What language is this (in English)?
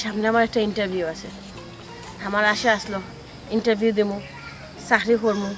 Sylheti